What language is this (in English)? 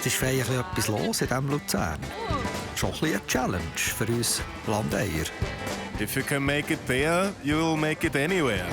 Swiss German